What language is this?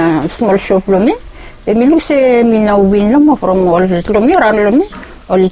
Bislama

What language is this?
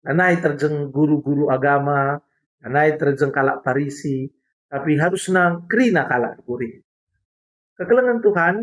Batak Karo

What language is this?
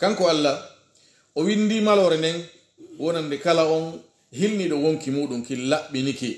Pular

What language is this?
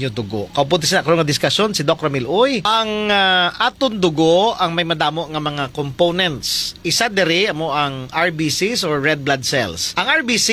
Hiligaynon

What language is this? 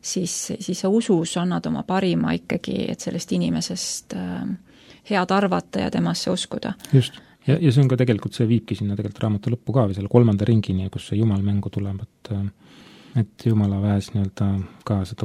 Estonian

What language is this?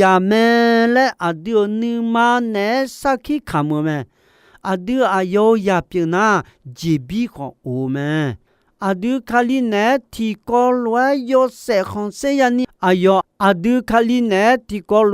Akha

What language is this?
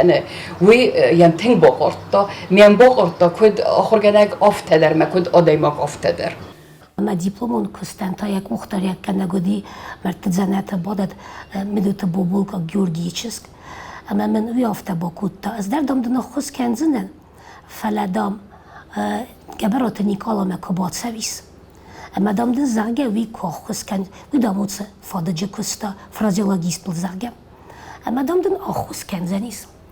Ossetic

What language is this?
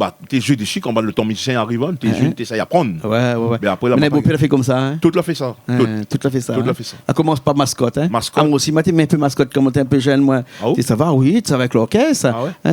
Réunion Creole French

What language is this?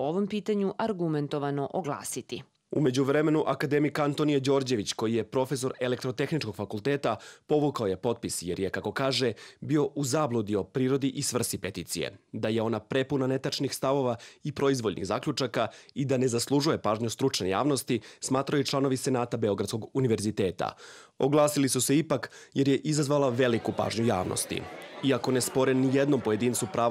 Serbian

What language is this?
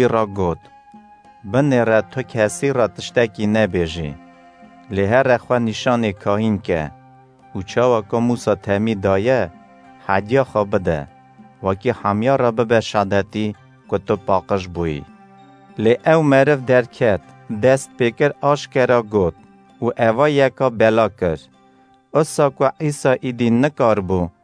Kurdish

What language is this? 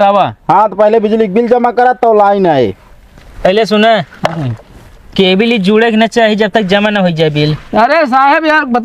Awadhi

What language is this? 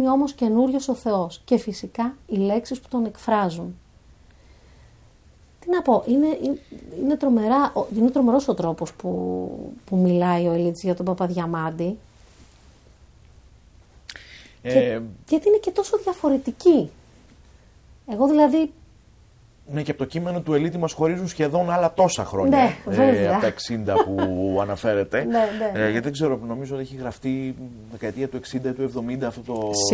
Greek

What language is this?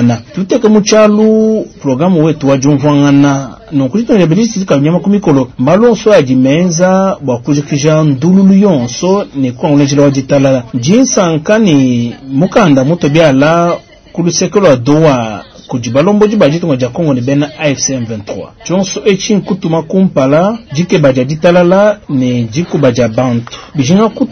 Luba-Lulua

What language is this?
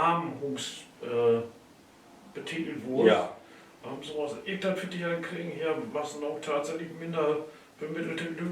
Low German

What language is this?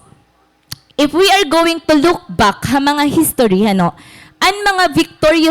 Waray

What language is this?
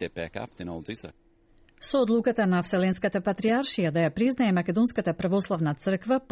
Macedonian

